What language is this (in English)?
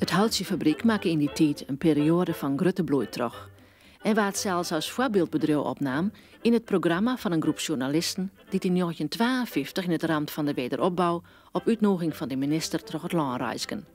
Western Frisian